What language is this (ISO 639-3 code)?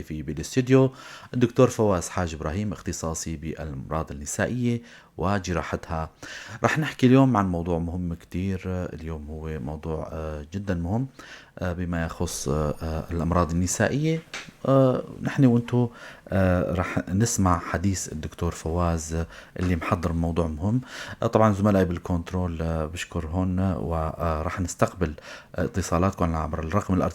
apc